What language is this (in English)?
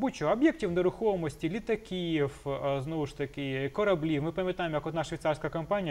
Ukrainian